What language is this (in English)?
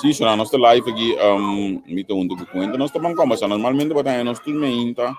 Papiamento